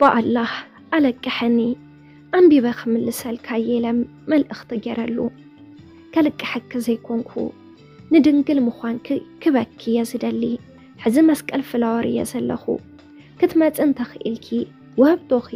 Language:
Tigrinya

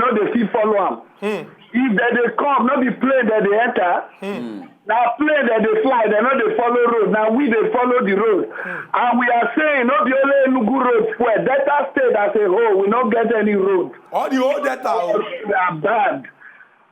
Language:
Nigerian Pidgin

